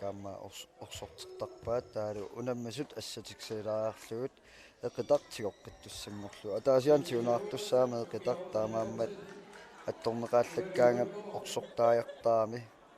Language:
Kalaallisut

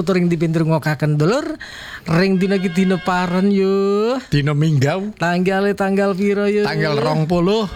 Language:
Indonesian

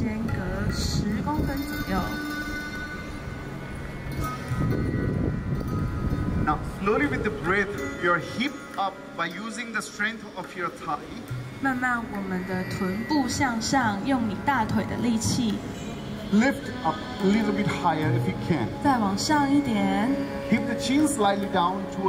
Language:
Chinese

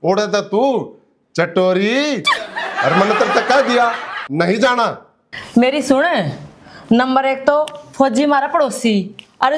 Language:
Haryanvi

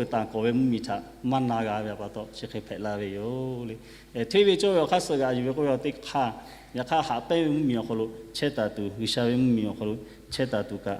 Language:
Lahu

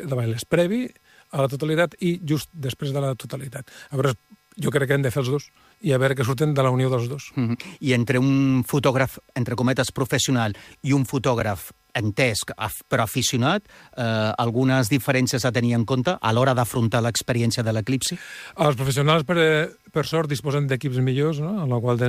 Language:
Catalan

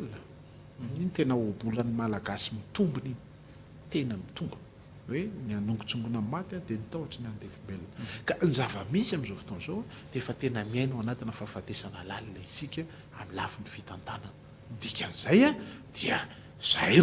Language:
Malagasy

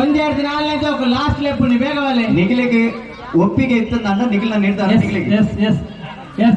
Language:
Tulu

